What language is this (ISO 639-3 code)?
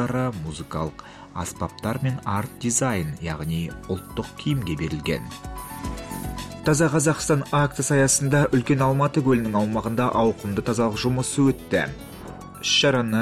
kaz